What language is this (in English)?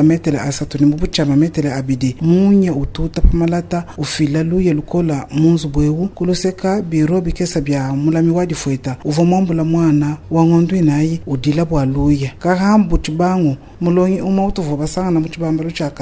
Luba-Lulua